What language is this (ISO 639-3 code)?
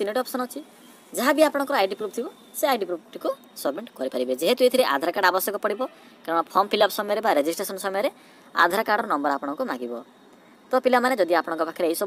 ori